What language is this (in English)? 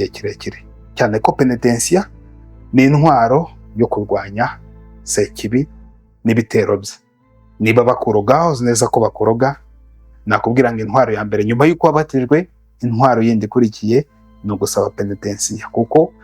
Kinyarwanda